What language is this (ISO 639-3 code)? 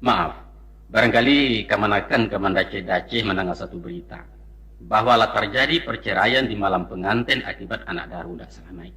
min